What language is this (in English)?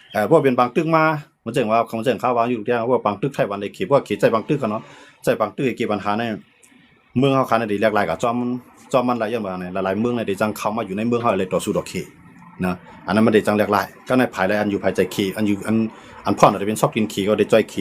Shan